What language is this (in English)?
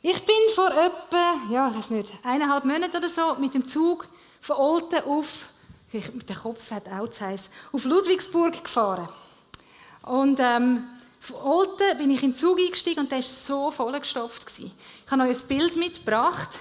Swiss German